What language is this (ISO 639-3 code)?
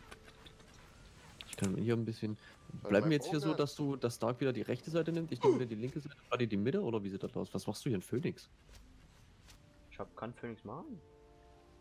deu